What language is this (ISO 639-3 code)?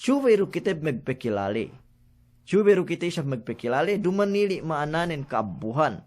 yka